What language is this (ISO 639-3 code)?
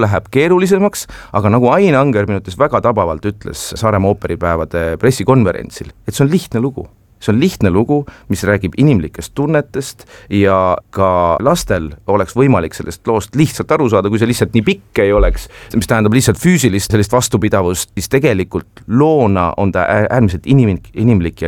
est